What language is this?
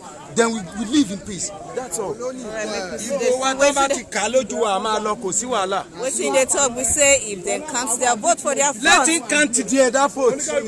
Nigerian Pidgin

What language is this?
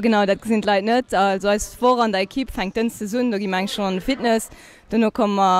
Luxembourgish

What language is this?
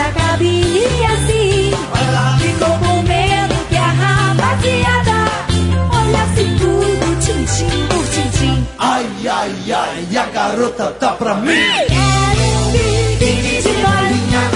Portuguese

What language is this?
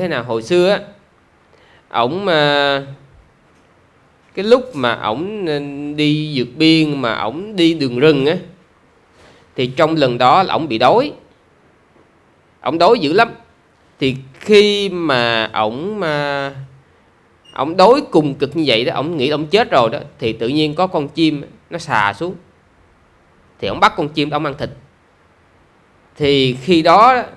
Vietnamese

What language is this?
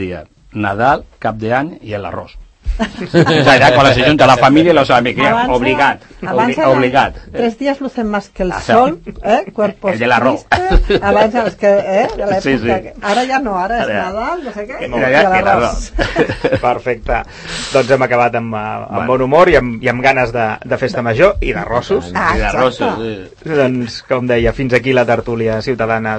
Catalan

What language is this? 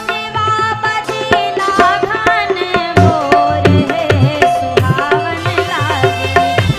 Bhojpuri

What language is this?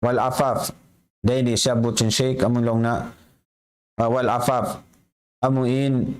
Tausug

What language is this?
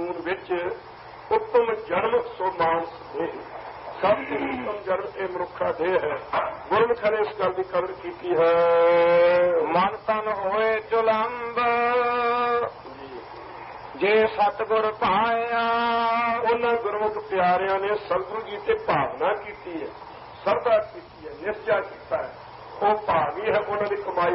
Punjabi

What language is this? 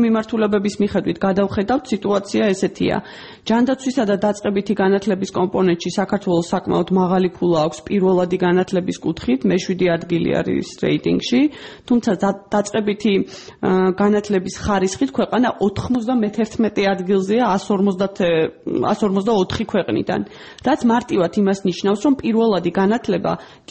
Georgian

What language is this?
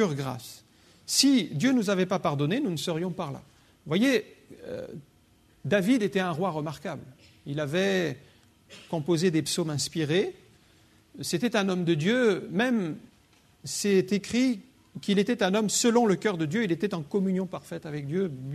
French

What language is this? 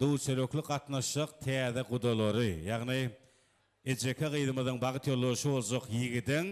Turkmen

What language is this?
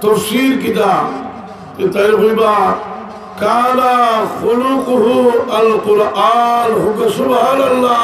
Sylheti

